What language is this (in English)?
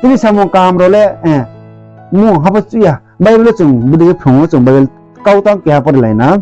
Riang (India)